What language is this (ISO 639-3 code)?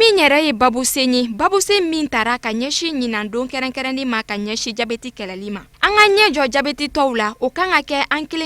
bam